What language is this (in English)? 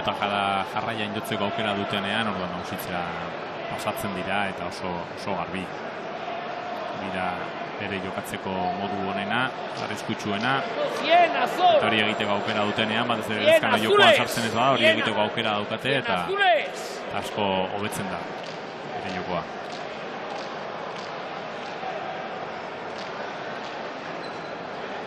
Basque